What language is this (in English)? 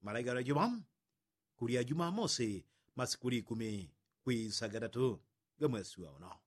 Yao